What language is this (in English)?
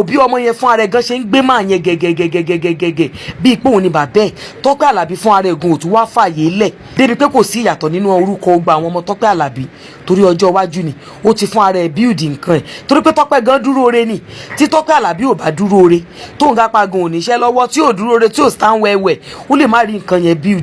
Yoruba